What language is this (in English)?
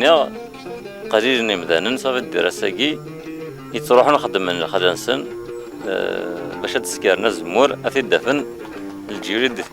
Kabyle